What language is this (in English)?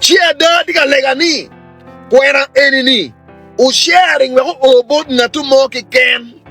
Acoli